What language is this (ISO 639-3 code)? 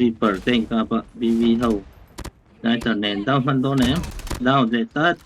lus